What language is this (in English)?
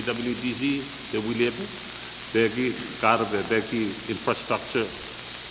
Pohnpeian